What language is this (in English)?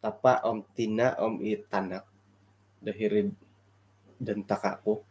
Central Dusun